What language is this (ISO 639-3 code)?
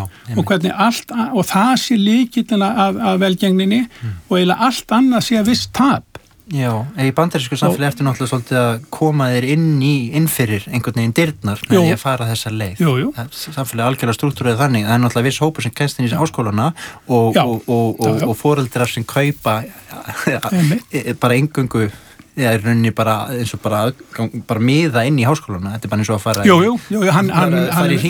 isl